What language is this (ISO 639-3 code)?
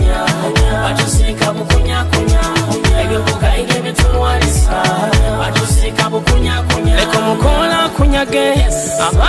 nyo